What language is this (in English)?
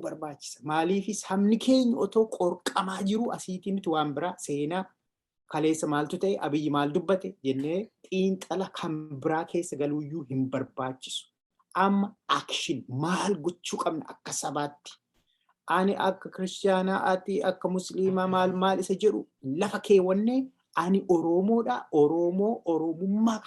Oromo